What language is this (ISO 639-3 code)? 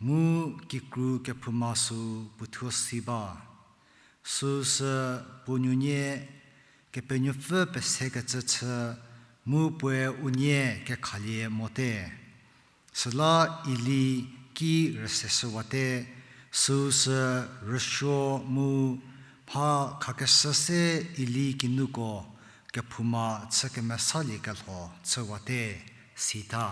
njm